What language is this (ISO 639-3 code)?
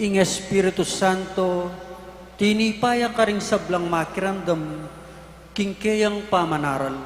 pam